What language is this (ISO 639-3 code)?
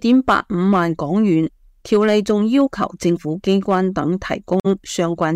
yue